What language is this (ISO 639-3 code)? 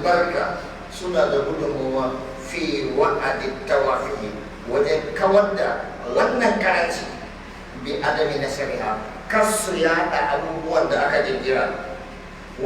hau